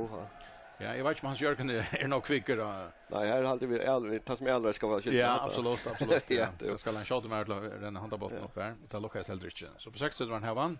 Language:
Faroese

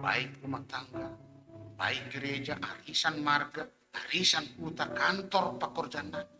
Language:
Batak Simalungun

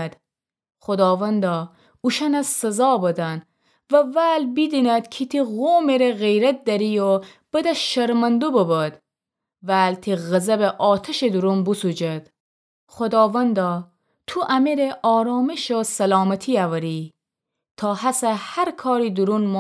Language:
Gilaki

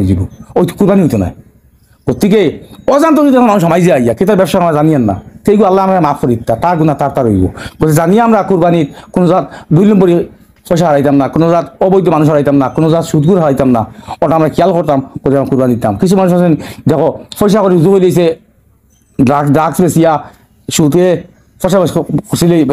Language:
Sylheti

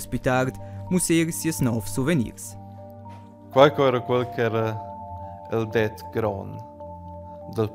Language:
Romansh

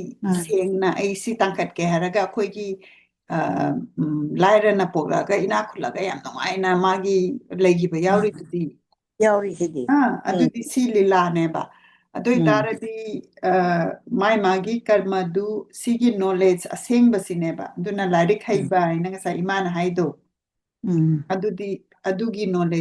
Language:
Manipuri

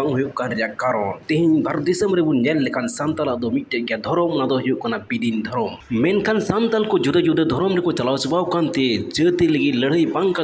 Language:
Santali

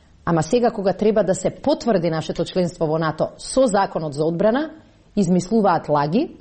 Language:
Macedonian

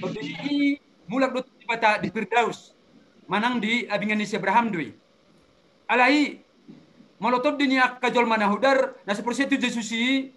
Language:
Batak Toba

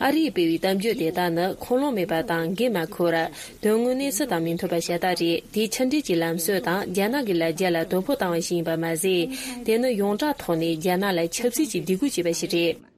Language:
Tibetan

